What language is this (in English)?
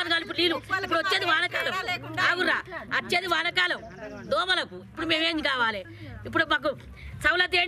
Telugu